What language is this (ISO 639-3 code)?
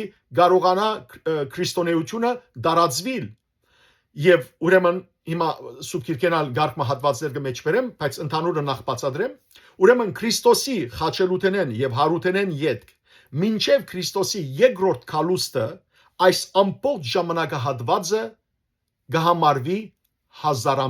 hyw